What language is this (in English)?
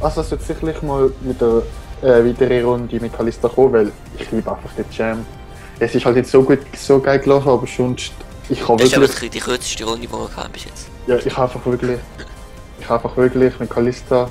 Swiss German